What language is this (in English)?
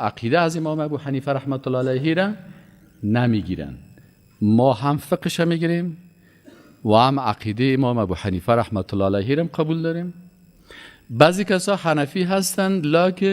Persian